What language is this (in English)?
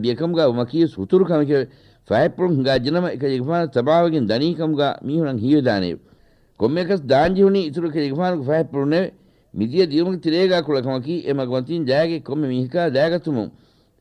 Divehi